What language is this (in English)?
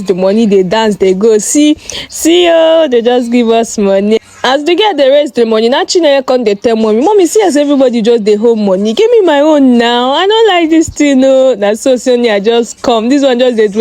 Nigerian Pidgin